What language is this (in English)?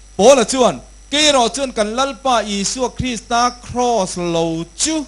Mizo